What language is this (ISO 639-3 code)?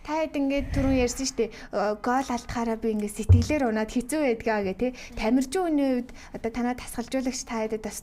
mon